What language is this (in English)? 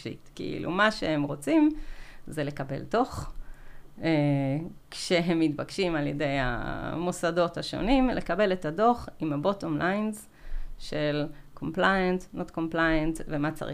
Hebrew